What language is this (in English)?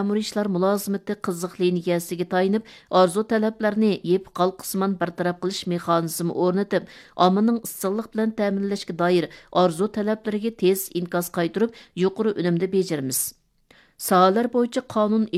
Uyghur